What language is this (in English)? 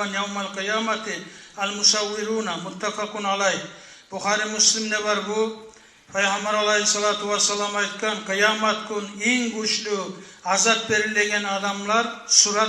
Kumyk